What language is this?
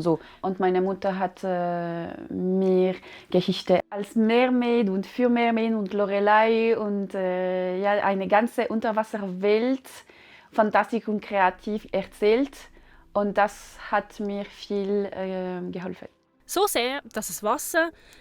Swiss German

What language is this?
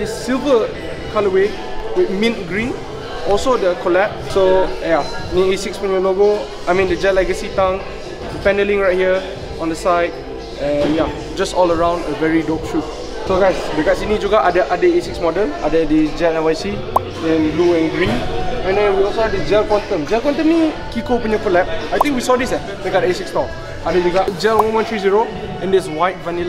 Malay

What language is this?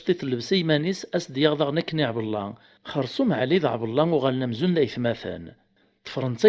Kabyle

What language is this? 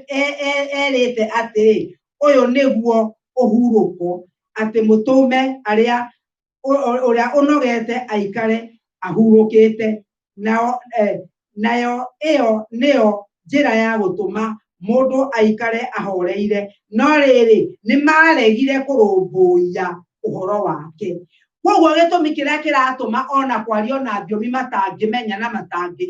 Kikuyu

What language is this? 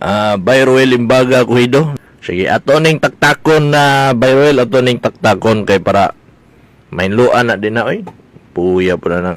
Cebuano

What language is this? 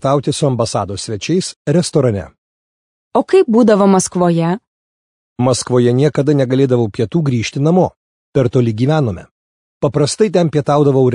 Lithuanian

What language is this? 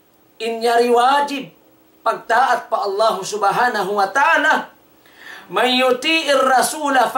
Tausug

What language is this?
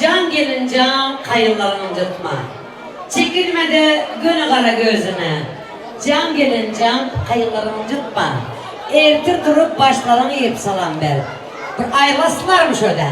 Turkmen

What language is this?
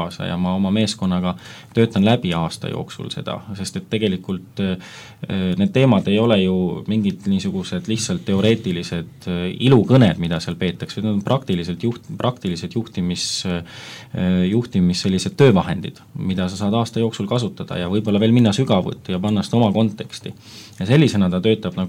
Estonian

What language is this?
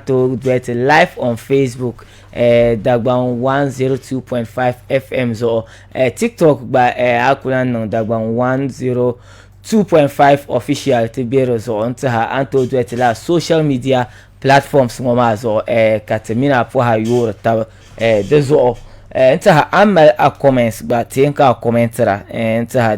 Dagbani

